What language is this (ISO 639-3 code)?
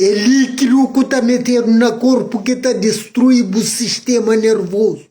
kea